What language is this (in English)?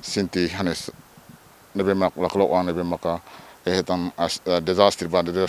Tetum